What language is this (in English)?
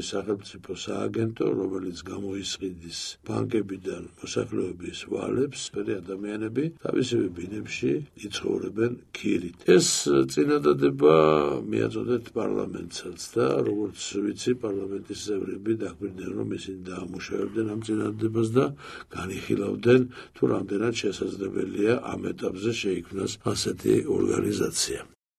Georgian